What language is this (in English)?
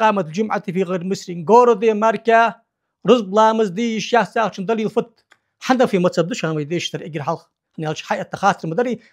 Ingush